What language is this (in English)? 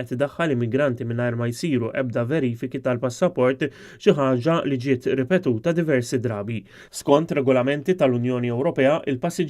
Maltese